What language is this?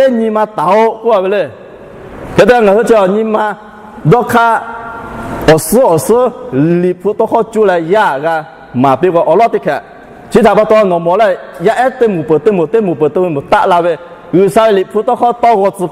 Lahu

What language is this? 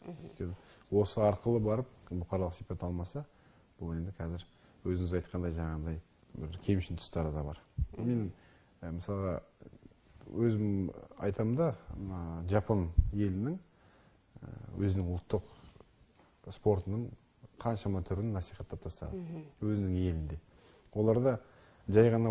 Kazakh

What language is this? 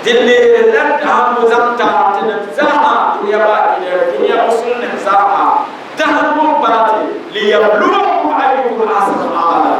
Dagbani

